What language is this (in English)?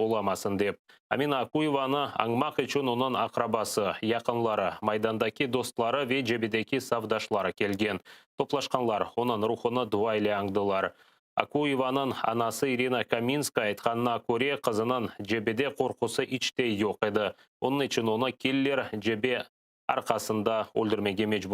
Crimean Tatar